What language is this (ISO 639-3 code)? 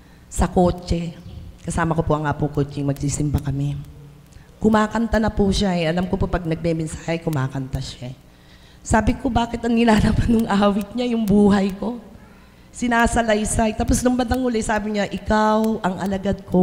fil